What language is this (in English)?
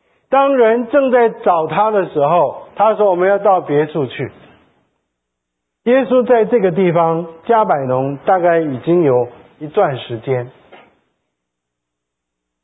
Chinese